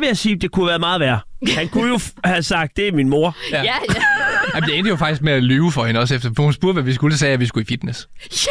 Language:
Danish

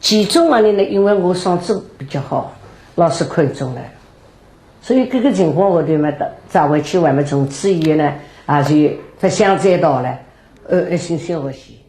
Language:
Wu Chinese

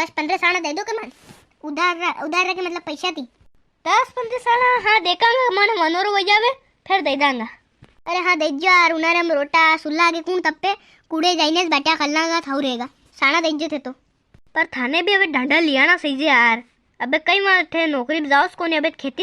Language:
Rajasthani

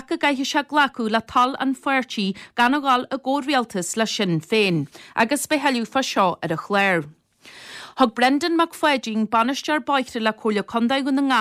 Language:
Irish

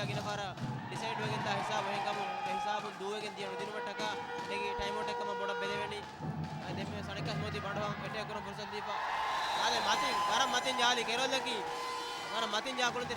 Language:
Divehi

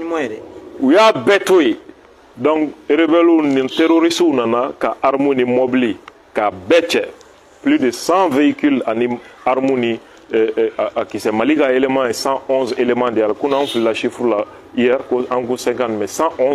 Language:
Bambara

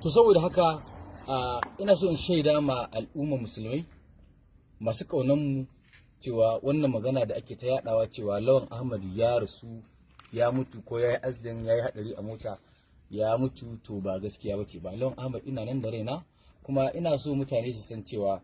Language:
Hausa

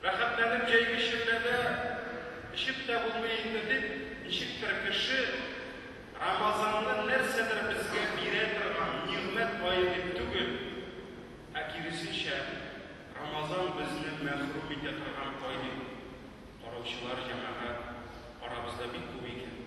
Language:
Tatar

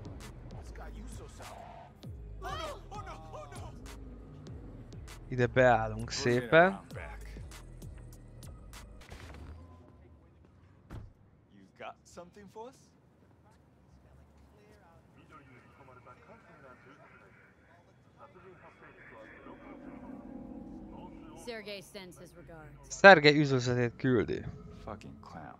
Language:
Hungarian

